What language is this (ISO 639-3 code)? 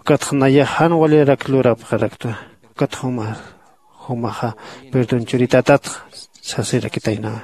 aym